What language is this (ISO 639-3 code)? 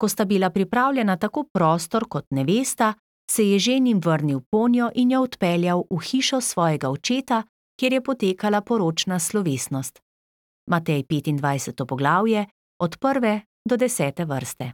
slv